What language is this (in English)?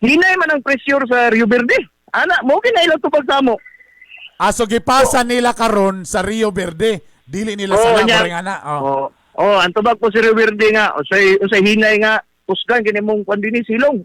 Cebuano